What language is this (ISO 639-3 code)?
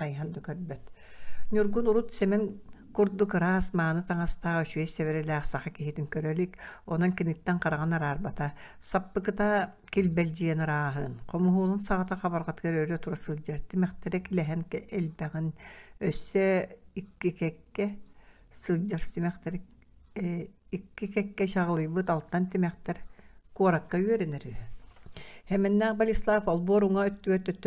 sah